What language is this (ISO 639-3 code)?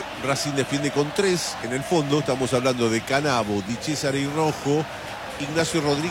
spa